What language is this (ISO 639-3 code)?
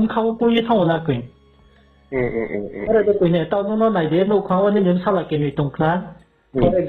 ria